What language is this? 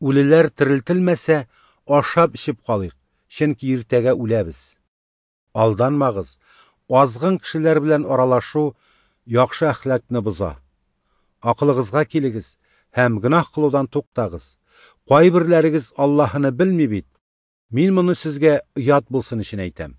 Tatar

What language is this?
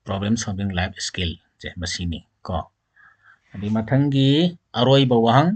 Manipuri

